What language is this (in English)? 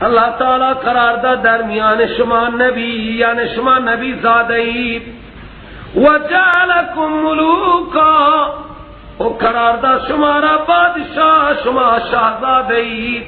Persian